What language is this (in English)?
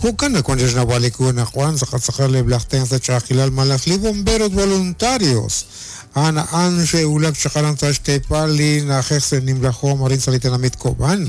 Kekchí